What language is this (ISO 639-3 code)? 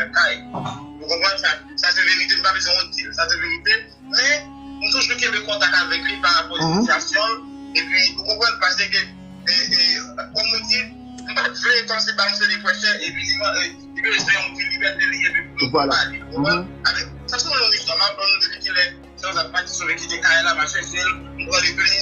hat